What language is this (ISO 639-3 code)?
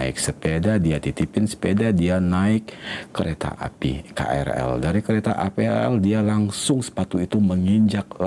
ind